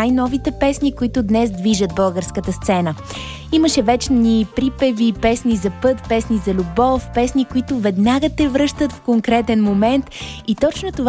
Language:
Bulgarian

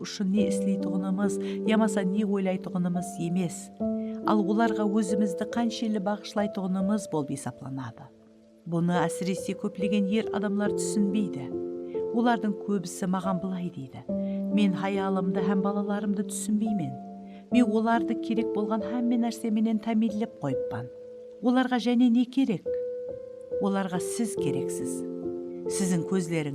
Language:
Kara-Kalpak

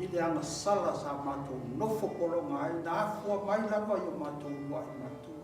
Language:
Samoan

